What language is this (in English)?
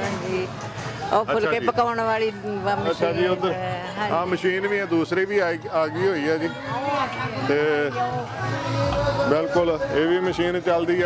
Punjabi